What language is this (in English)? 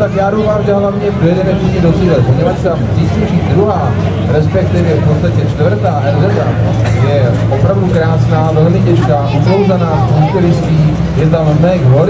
Czech